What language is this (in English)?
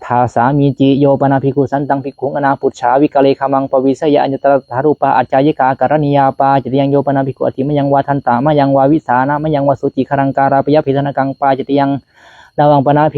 Pali